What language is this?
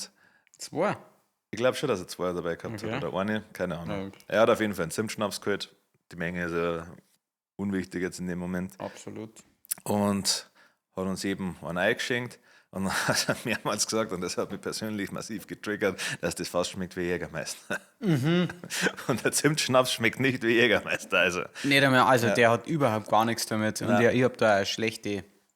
Bavarian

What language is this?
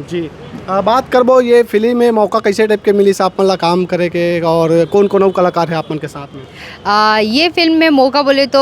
Chhattisgarhi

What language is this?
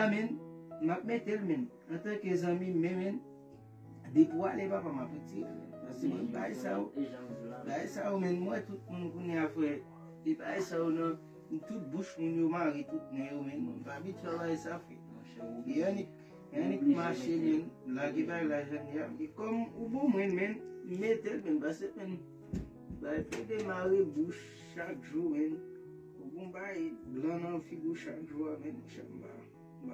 Haitian Creole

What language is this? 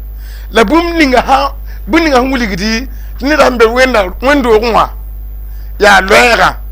Mossi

